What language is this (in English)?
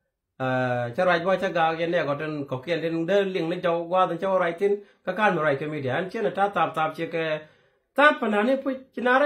Nuer